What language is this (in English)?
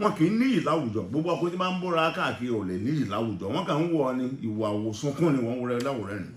Yoruba